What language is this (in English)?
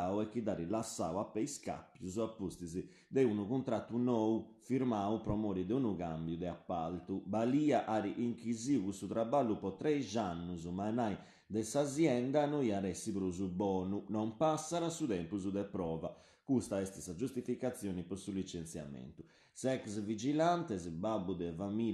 Sardinian